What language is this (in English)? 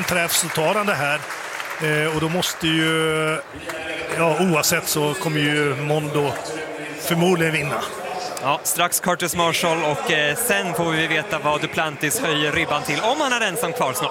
Swedish